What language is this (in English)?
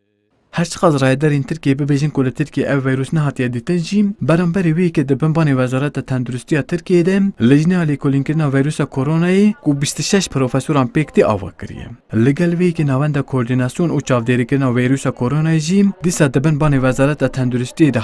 Kurdish